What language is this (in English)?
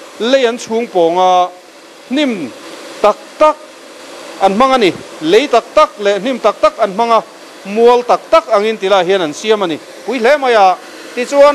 Mizo